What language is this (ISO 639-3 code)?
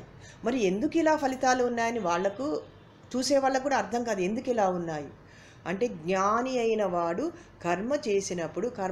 tel